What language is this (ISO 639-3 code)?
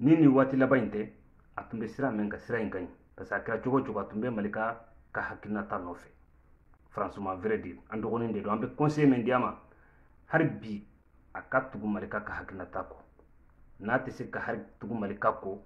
bam